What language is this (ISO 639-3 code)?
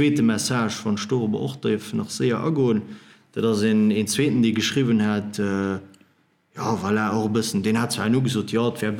ltz